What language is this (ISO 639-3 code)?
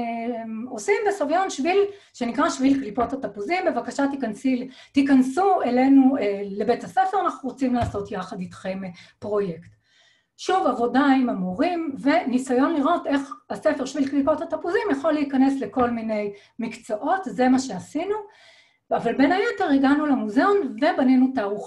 heb